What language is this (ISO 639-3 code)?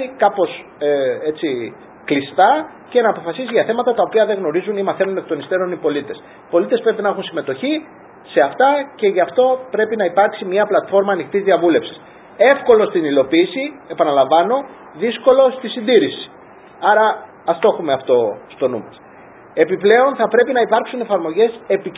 ell